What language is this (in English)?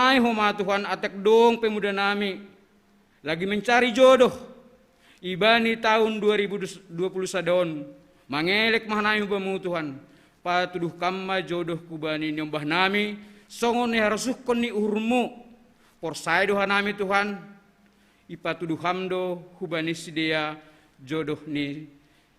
Batak Simalungun